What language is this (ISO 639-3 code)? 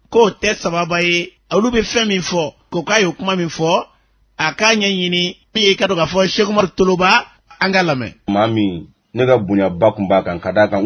bam